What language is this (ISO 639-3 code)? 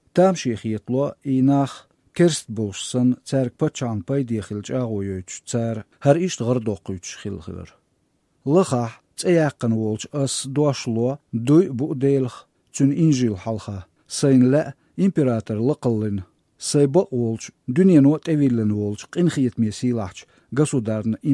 che